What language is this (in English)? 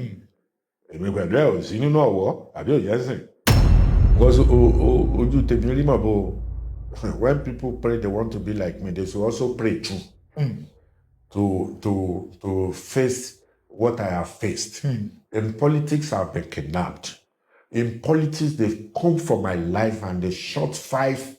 Yoruba